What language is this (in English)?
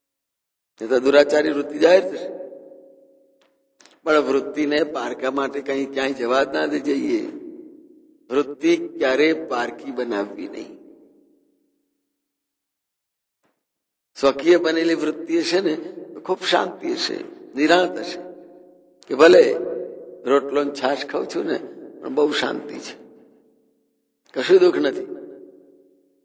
Gujarati